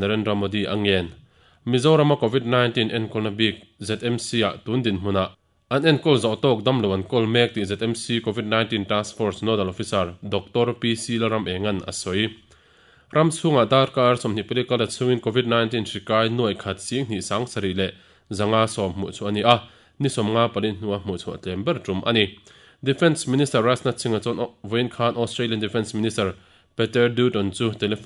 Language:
Mizo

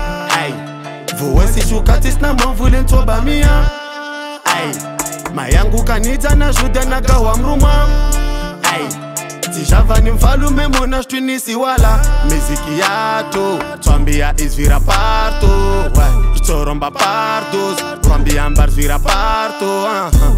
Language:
Swahili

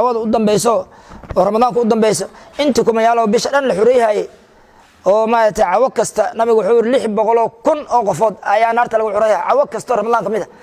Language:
Somali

